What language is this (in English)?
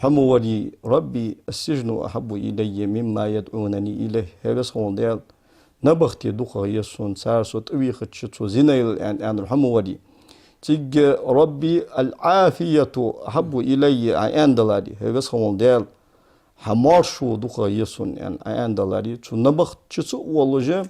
Ingush